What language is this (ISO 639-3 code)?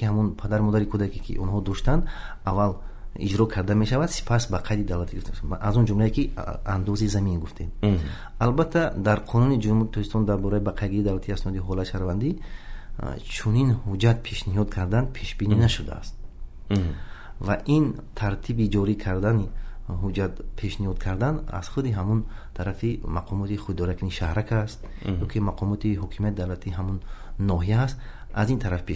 tgk